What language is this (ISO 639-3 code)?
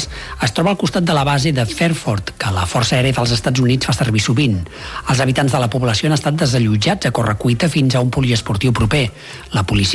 cat